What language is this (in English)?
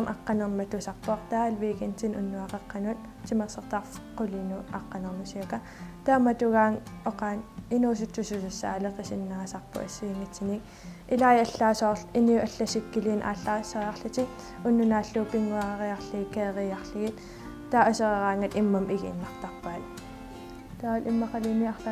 Kalaallisut